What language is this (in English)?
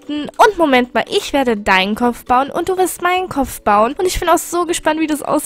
German